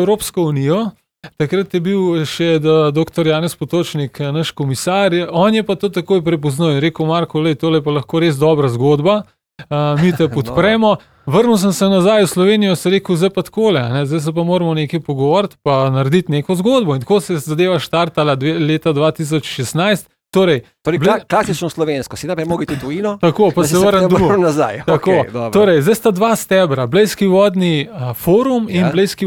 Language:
Slovenian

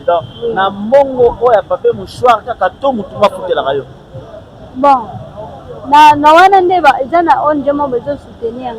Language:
Lingala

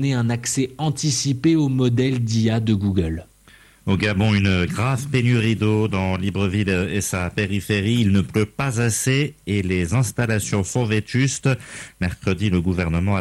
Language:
French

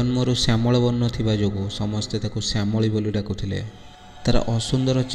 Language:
Odia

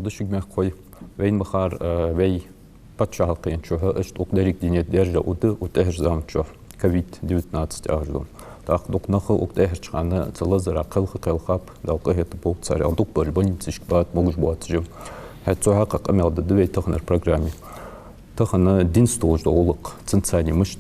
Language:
Ingush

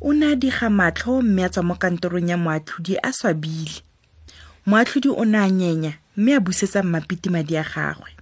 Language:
Tswana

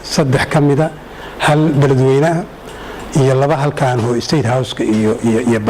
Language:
Somali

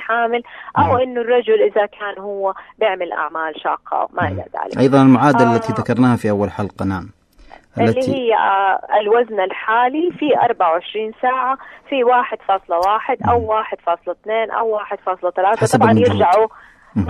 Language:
Najdi Arabic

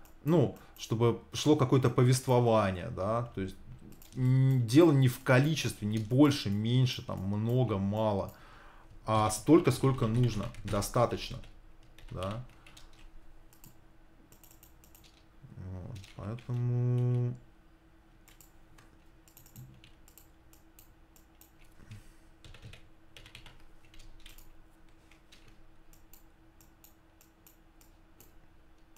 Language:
Russian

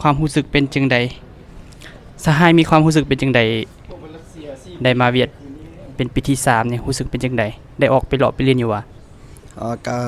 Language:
Lao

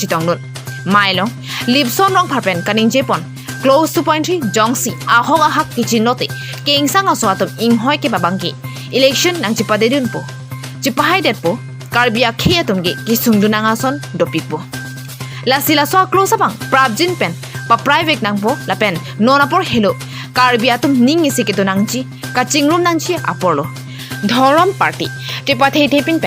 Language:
Karbi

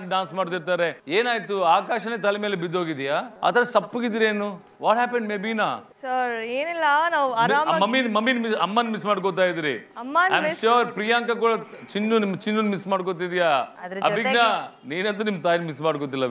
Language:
Kannada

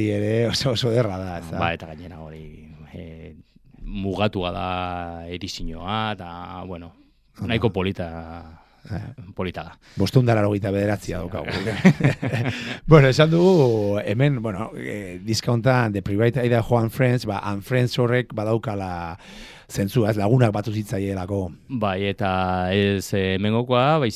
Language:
Basque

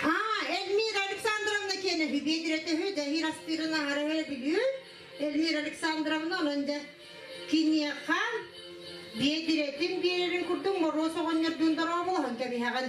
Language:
Yakut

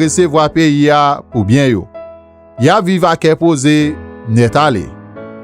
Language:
Haitian Creole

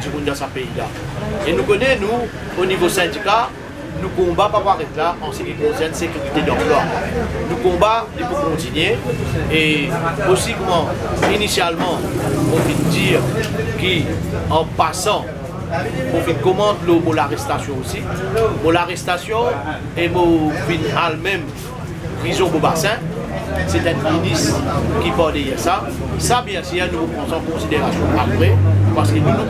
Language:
Morisyen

